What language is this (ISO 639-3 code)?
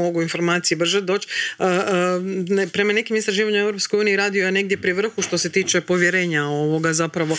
hrv